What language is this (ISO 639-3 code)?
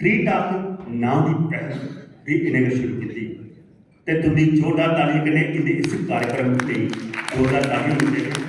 doi